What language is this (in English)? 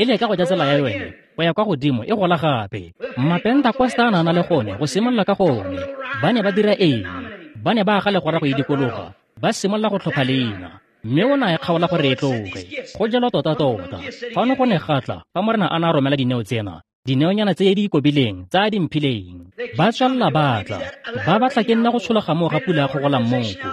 Tswana